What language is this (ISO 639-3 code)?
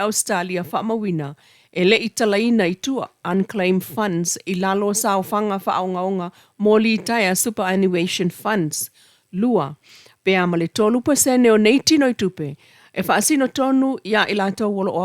smo